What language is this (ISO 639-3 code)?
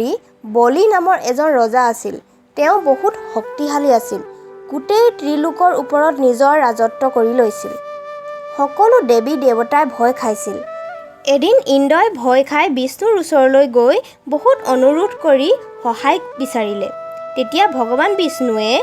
asm